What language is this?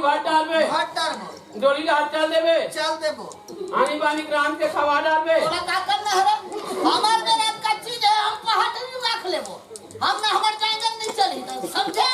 Chhattisgarhi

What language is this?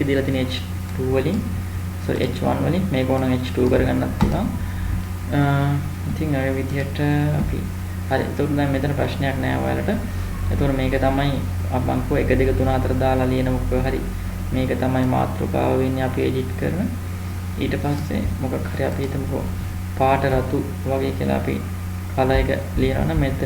Sinhala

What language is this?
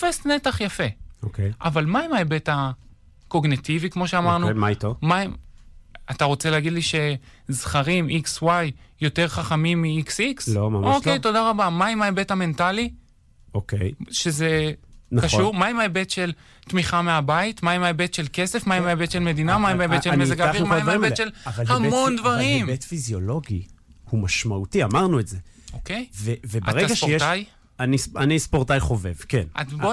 Hebrew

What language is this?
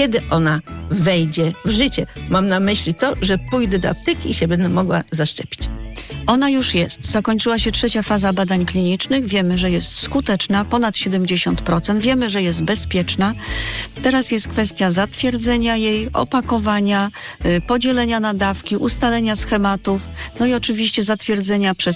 Polish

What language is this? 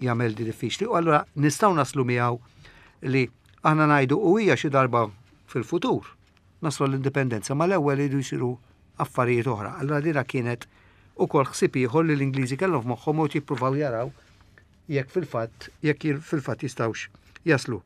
Maltese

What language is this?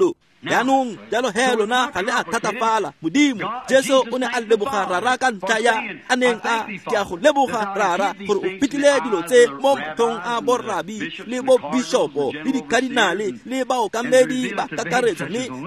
Tswana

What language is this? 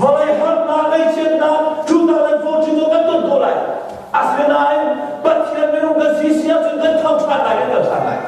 Hakha Chin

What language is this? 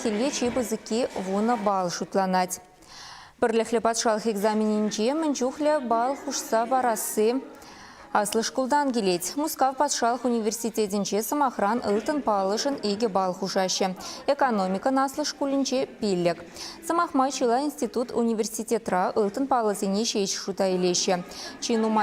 Chuvash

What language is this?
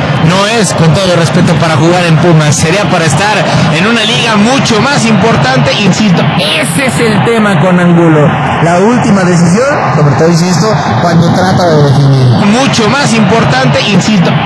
Spanish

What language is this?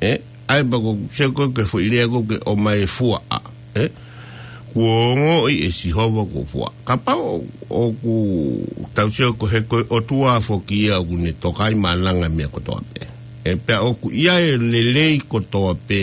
Tongan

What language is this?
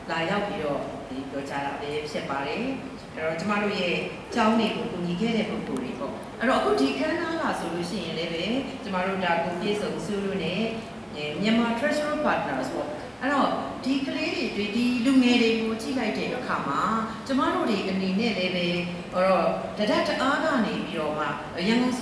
Burmese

